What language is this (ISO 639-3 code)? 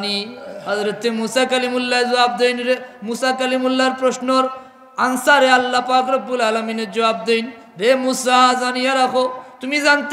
syl